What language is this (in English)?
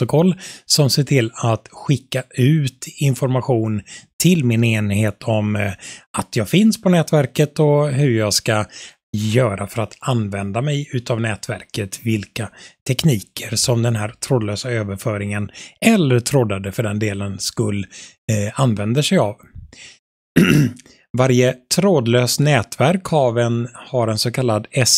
Swedish